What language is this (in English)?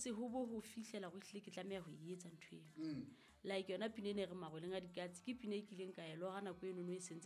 Southern Sotho